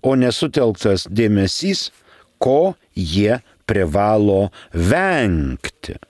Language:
Lithuanian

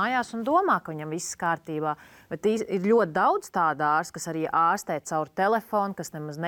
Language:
Latvian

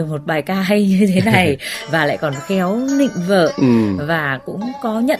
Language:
Vietnamese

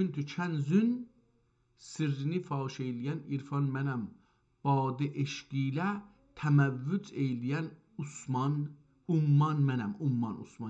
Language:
South Azerbaijani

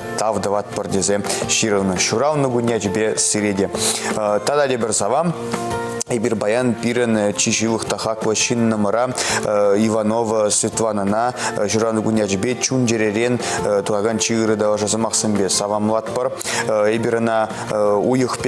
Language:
Chuvash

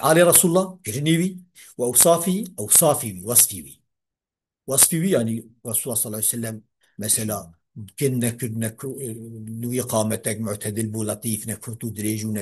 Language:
Kurdish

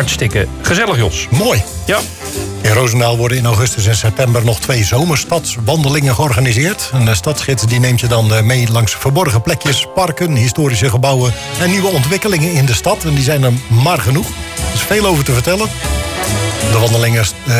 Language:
Dutch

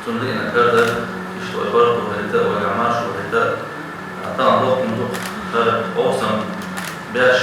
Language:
Chechen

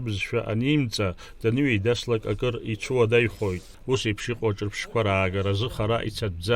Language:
Abkhazian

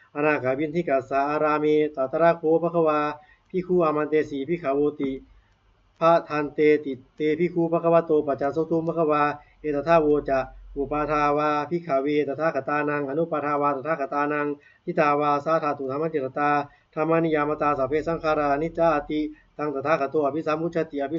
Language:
Pali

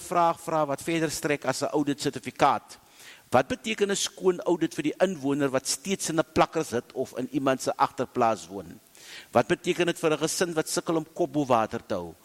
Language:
Afrikaans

